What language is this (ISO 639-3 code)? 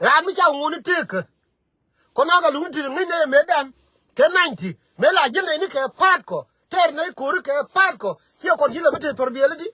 nus